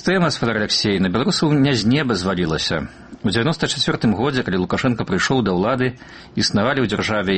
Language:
Belarusian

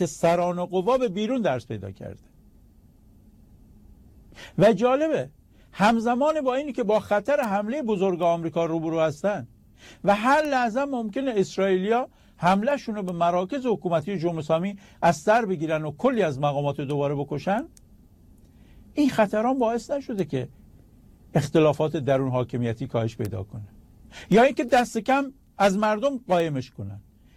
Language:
Persian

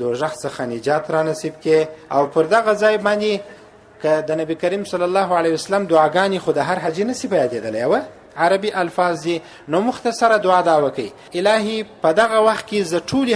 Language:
Pashto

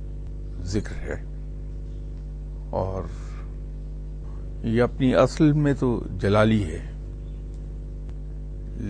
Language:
Urdu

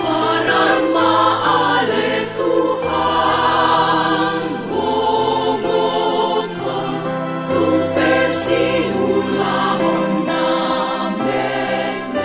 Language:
Batak Toba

